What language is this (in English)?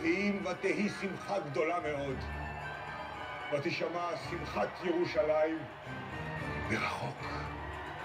Hebrew